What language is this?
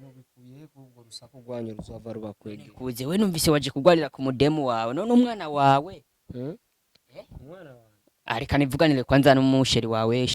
Rundi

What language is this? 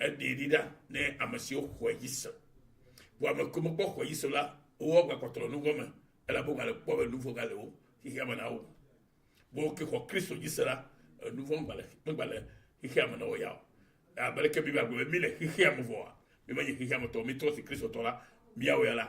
Ewe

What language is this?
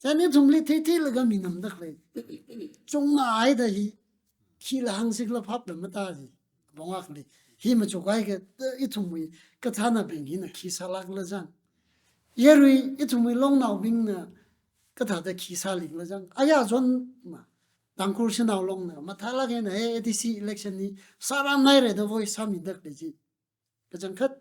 Tangkhul Naga (India)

